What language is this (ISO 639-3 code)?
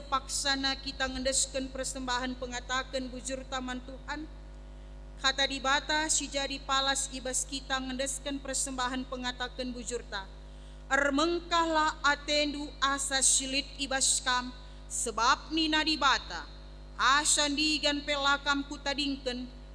btx